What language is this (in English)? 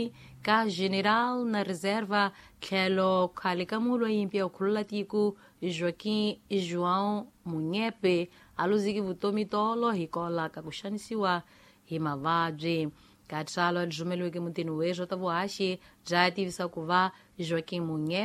Tsonga